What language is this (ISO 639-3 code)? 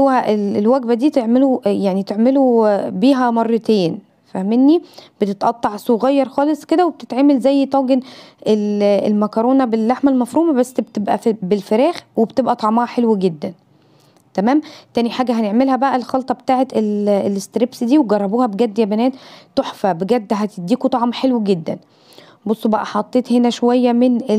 arz